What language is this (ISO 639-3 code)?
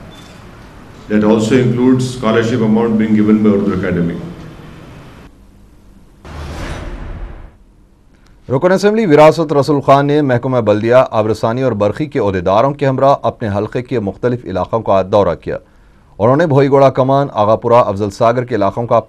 urd